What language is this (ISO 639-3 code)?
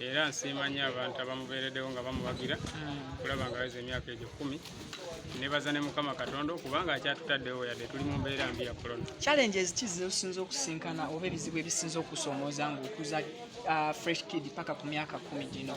lug